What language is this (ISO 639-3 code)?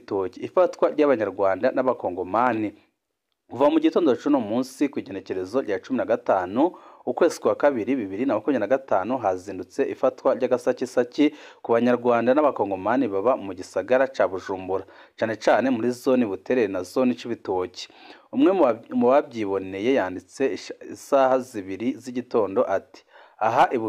run